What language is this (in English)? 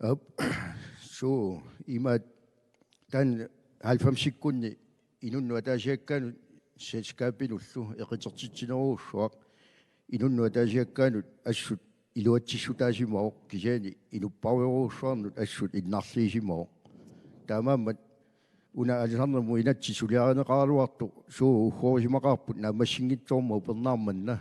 Kalaallisut